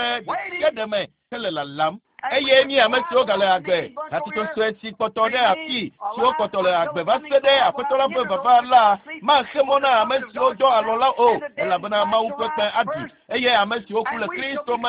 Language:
Ewe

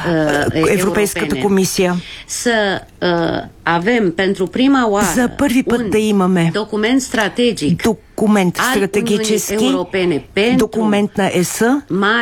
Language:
Bulgarian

